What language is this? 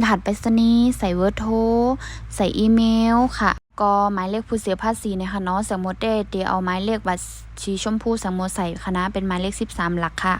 Shan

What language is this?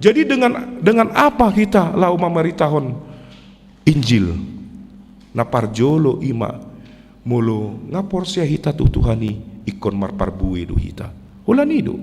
Batak Toba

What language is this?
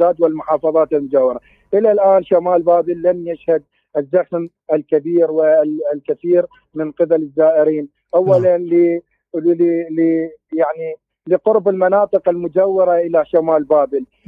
Mesopotamian Arabic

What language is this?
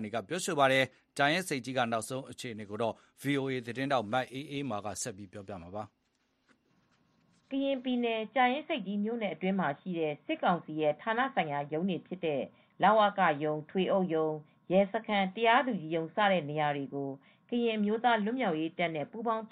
Burmese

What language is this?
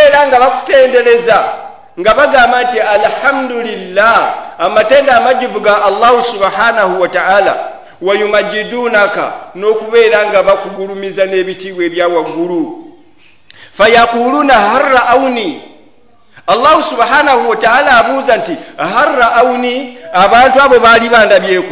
Ganda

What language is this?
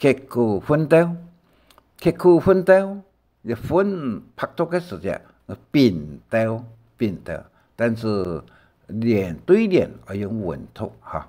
Hakka Chinese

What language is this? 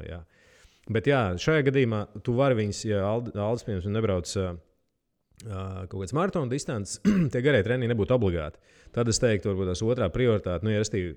Latvian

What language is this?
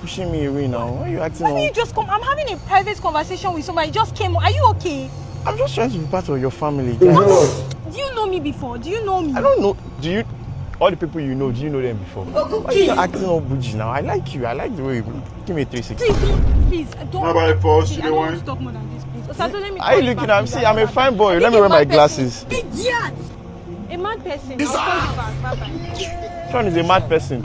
Nigerian Pidgin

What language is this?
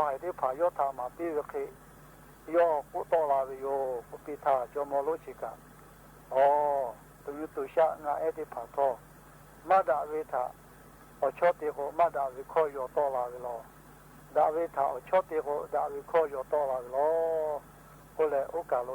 Lahu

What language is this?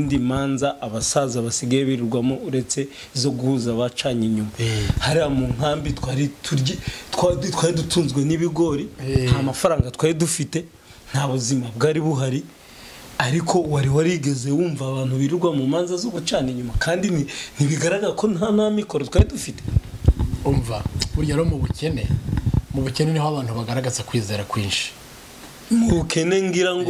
Kinyarwanda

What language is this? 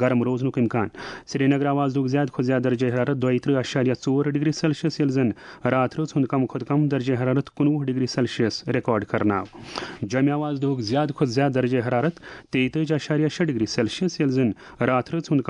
Kashmiri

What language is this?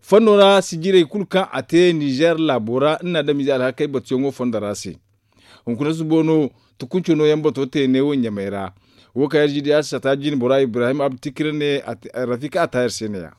Zarma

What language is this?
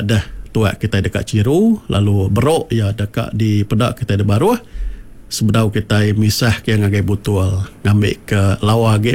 Iban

